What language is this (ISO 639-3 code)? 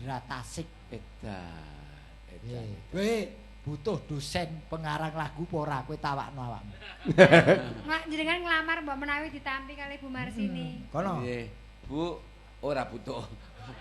jav